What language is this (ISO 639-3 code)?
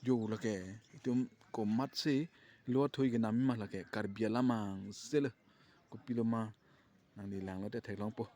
mjw